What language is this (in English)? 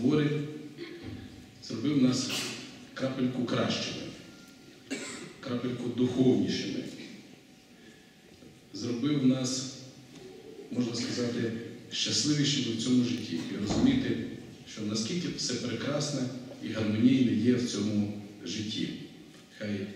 Ukrainian